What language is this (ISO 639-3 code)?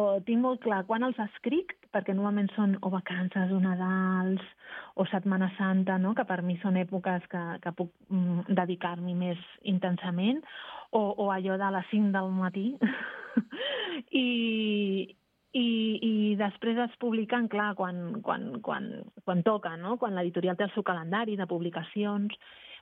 cat